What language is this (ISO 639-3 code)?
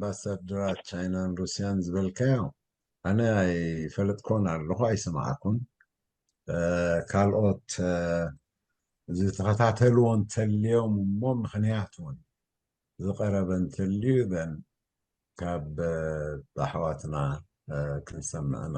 tir